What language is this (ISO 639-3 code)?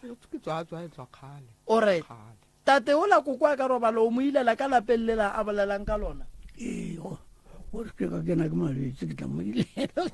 nso